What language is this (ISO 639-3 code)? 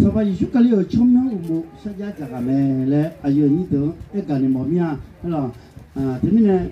ahk